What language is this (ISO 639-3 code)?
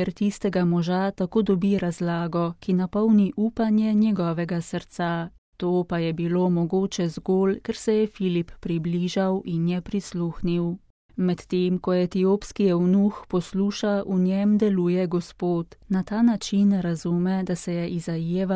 slv